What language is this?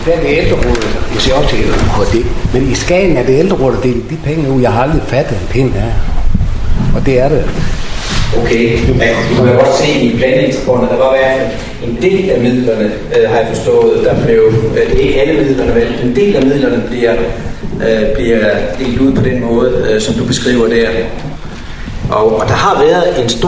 Danish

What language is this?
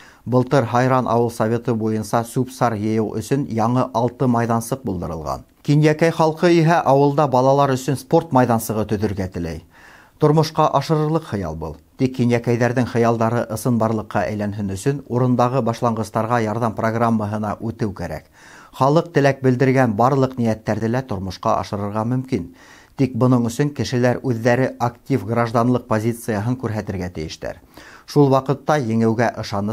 Bashkir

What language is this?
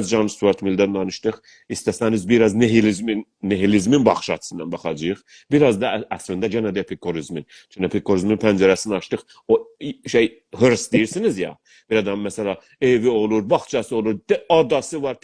South Azerbaijani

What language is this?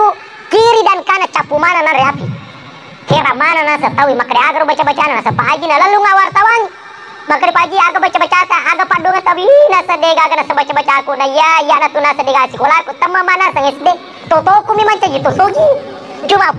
Buginese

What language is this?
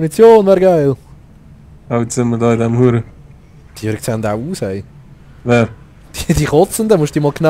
Swiss German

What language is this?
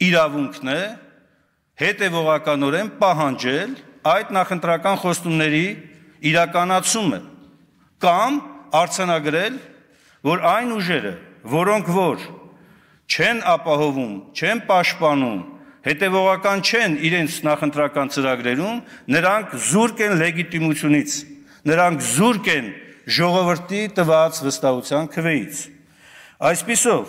Armenian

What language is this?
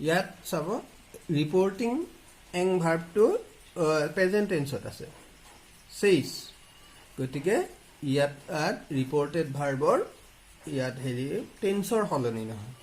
Assamese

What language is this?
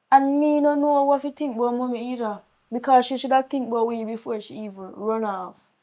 Jamaican Creole English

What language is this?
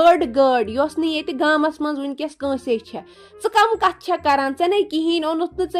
Kashmiri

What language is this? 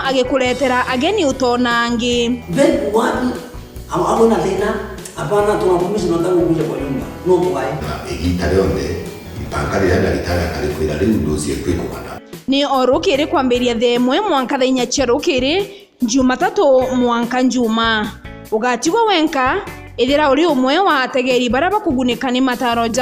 Meru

